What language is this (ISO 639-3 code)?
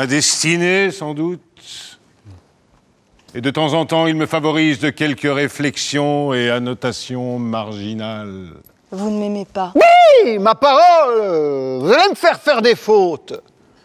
fra